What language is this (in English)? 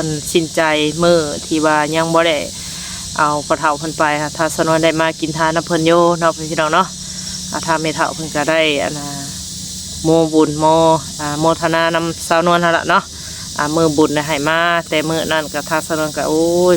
Northeastern Thai